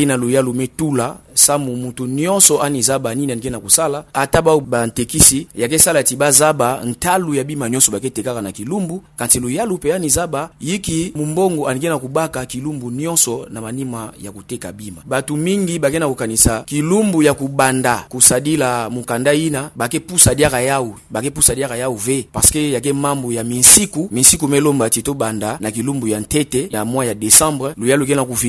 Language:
Kituba (Democratic Republic of Congo)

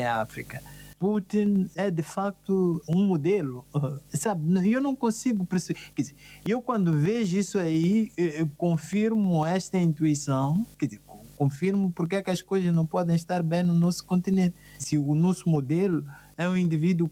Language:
Portuguese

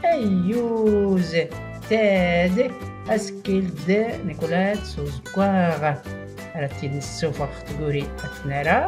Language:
Tachelhit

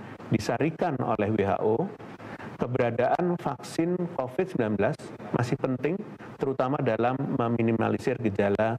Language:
Indonesian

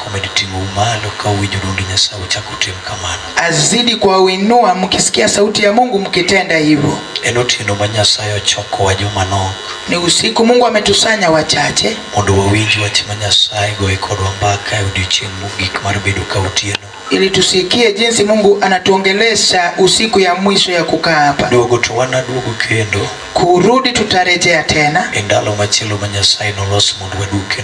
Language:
Luo (Kenya and Tanzania)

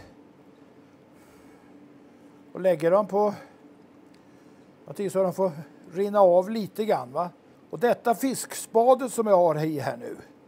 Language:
Swedish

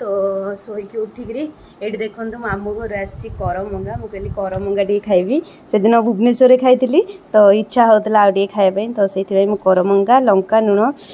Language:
Odia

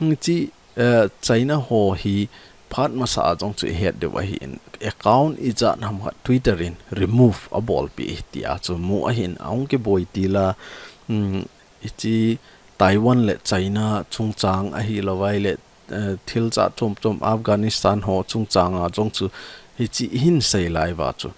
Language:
Thado Chin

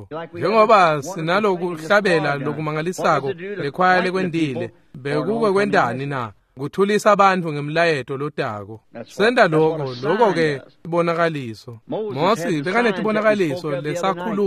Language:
Swati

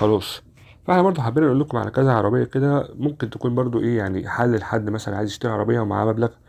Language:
Egyptian Arabic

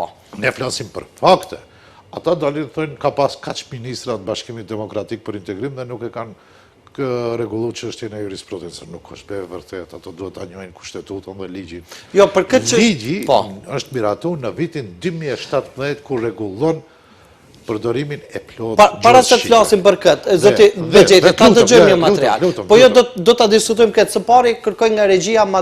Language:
Albanian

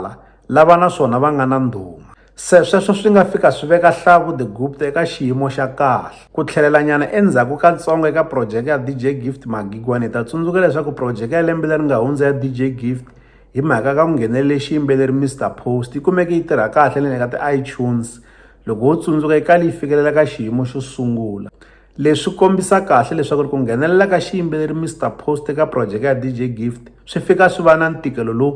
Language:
Tsonga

